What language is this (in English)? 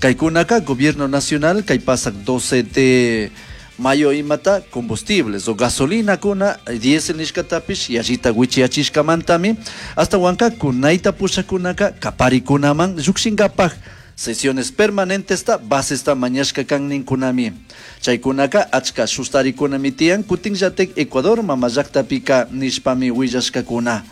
Chimborazo Highland Quichua